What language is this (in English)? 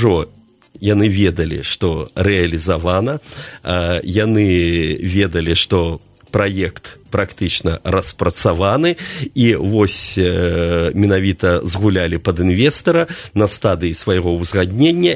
Belarusian